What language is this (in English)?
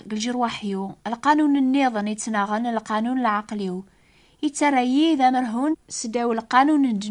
Kabyle